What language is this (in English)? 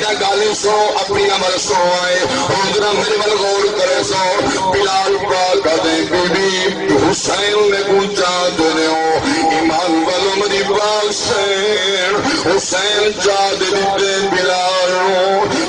Saraiki